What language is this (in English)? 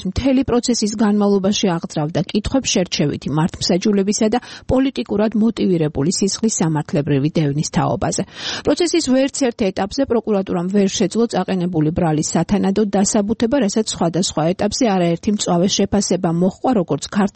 Georgian